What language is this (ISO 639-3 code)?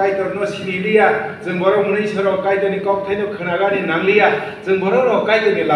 trp